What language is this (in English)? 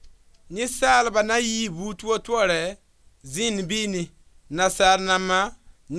Mossi